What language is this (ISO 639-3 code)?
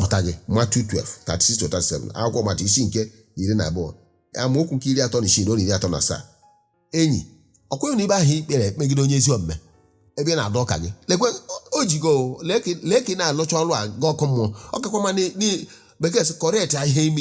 ibo